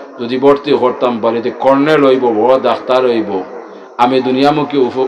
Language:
Sylheti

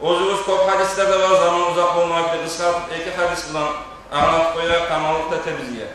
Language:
Kumyk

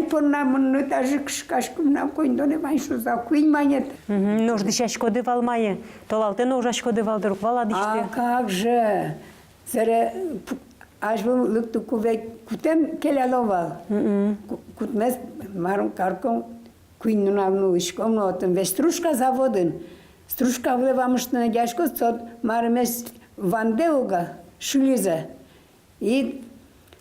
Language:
Udmurt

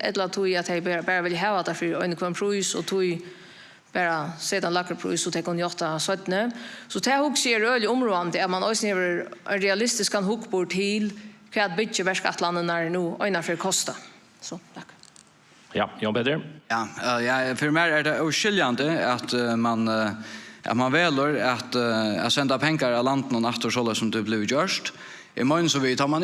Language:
Faroese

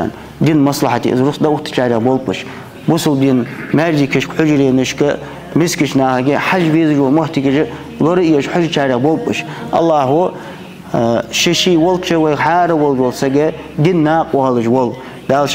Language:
Ingush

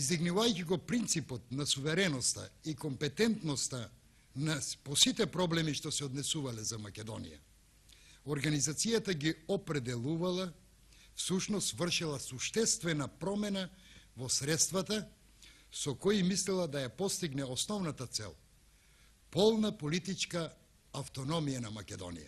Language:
Macedonian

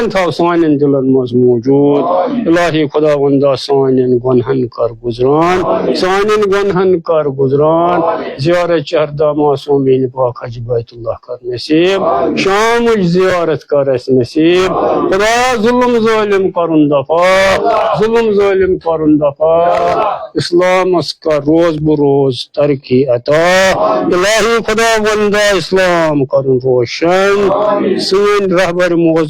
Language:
Kashmiri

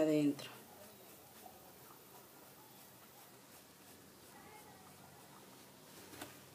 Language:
Spanish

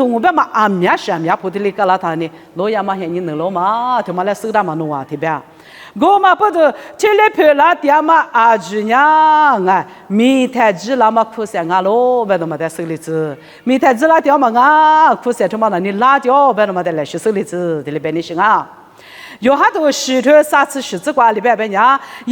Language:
Lisu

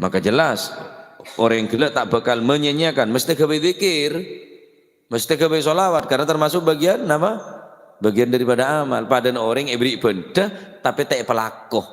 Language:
Madurese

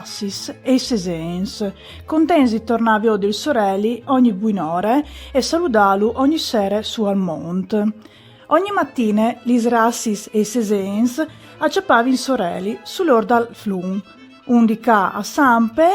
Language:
Friulian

